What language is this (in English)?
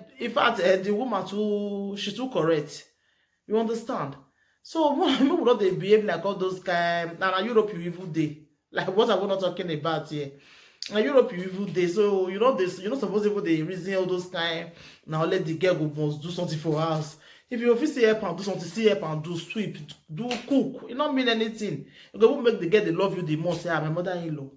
Nigerian Pidgin